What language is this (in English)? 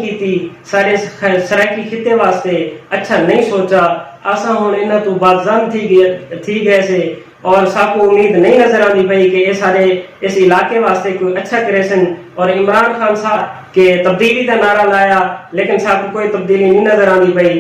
Saraiki